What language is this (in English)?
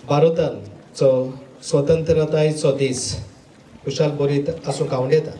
Konkani